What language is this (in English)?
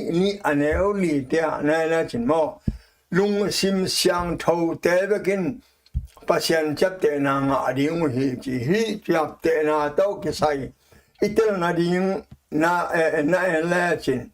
Tedim Chin